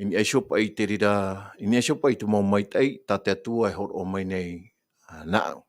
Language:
Tahitian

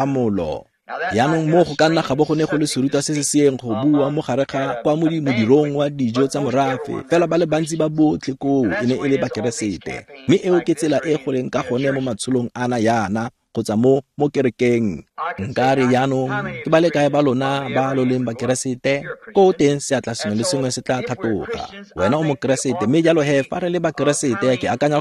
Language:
Tswana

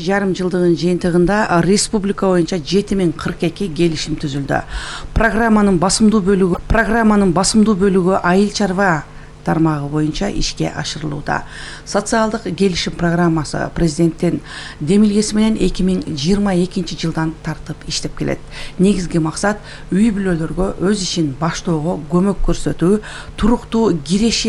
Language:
Kyrgyz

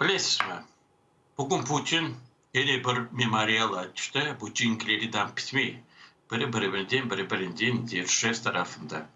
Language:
Crimean Tatar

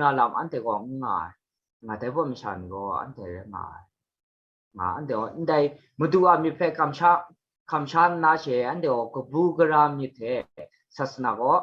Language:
Kachin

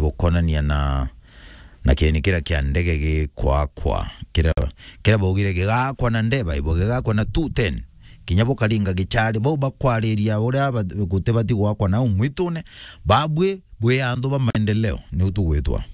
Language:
Meru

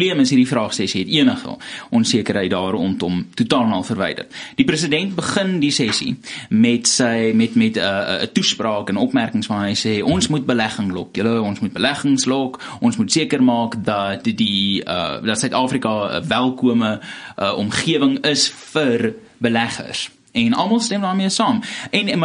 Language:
Afrikaans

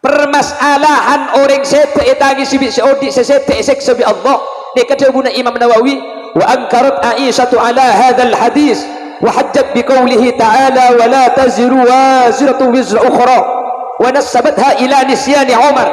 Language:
Madurese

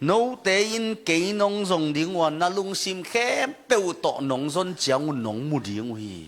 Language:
Tedim Chin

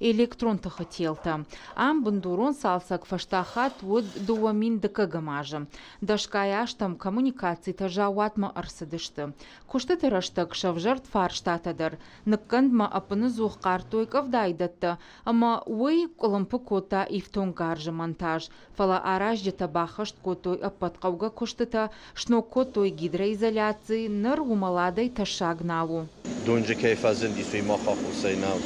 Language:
Ossetic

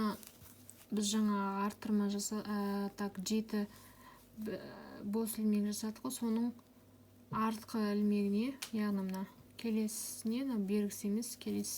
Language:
Kazakh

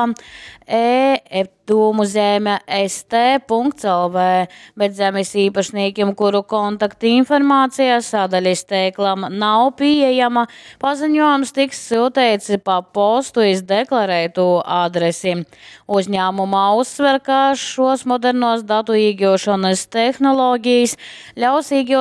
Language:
Latgalian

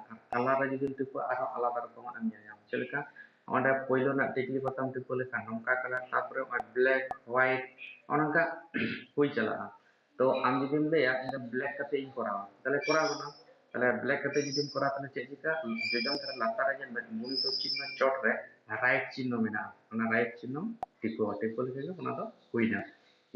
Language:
Santali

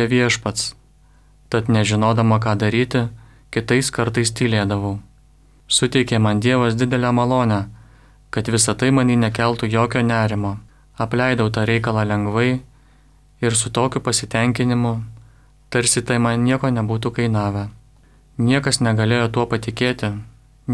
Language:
Lithuanian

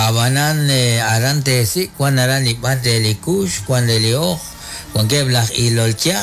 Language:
Kekchí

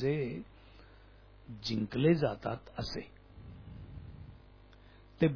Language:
Marathi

